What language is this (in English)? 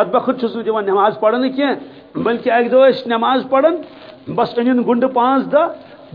Kashmiri